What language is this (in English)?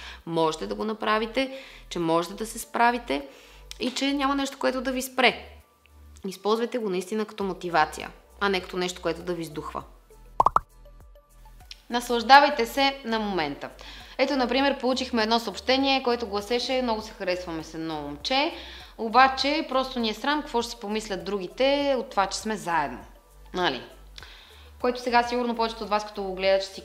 Bulgarian